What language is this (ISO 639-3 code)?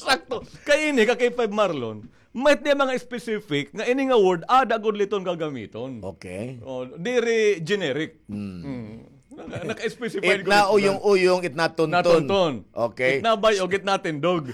war